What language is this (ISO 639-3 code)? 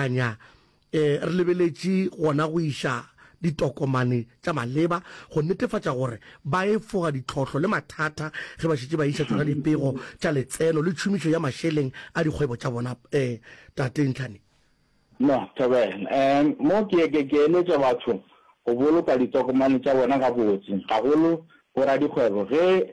nso